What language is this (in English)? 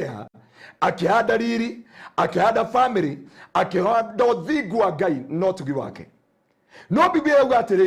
Kikuyu